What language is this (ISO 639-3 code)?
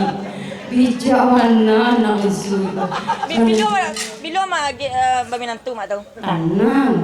min